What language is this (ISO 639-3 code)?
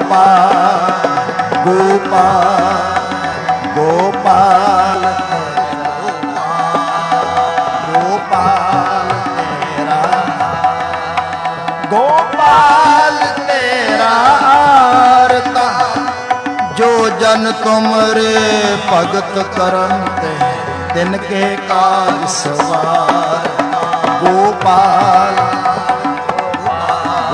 pan